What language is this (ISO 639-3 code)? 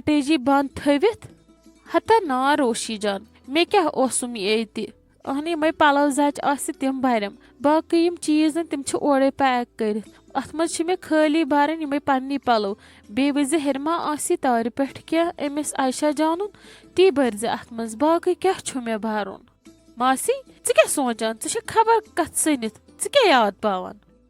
kas